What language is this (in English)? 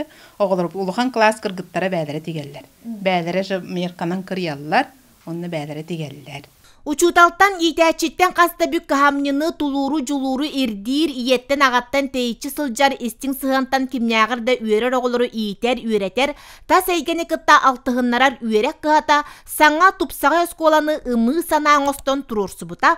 Yakut